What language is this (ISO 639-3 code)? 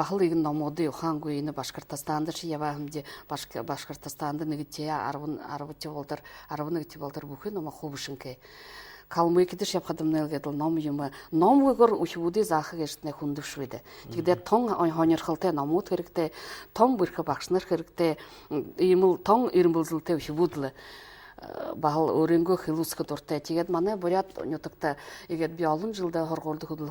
bua